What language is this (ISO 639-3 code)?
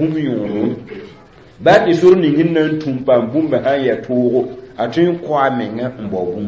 mos